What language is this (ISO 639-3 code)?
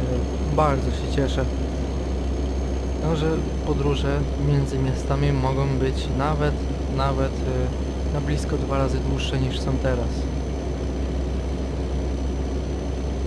pol